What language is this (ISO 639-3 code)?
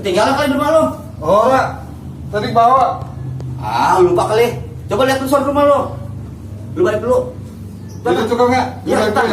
bew